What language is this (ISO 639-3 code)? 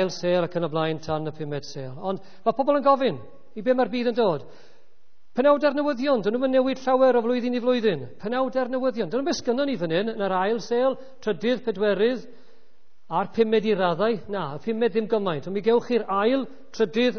cym